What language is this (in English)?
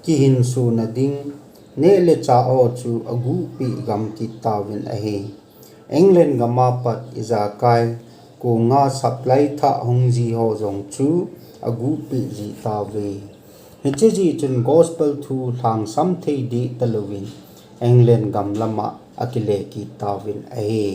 Thado Chin